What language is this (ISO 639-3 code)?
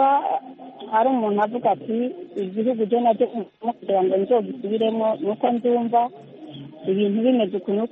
kin